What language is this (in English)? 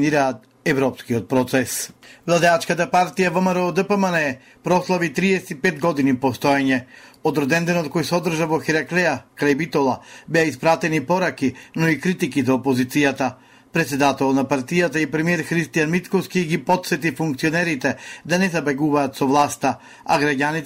Macedonian